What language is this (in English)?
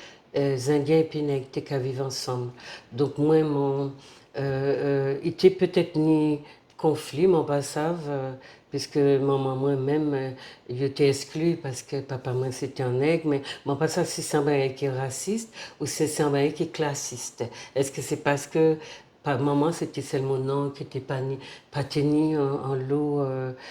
Guadeloupean Creole French